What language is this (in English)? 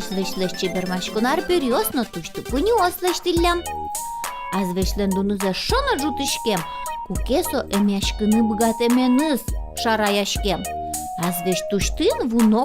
Udmurt